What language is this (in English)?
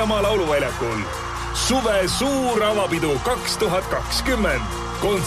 Estonian